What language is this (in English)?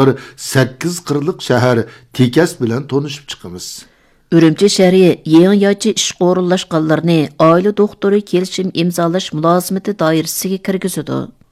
Uyghur